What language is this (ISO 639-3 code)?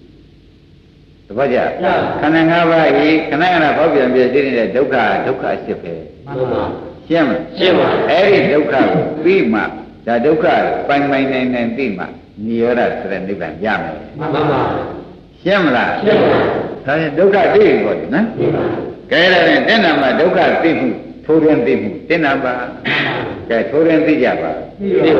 mya